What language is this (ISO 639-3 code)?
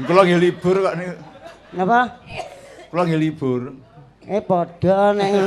jav